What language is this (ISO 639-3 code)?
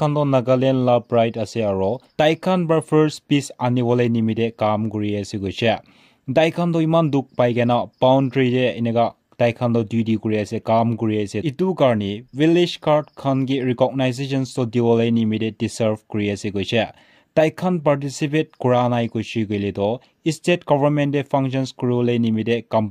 nag